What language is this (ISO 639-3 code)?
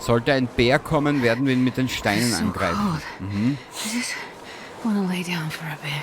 bar